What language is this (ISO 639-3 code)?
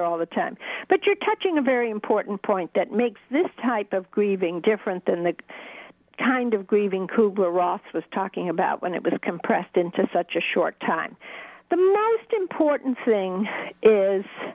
eng